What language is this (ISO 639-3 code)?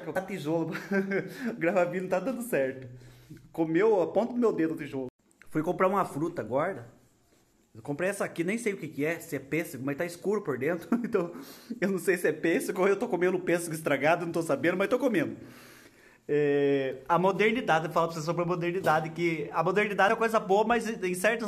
por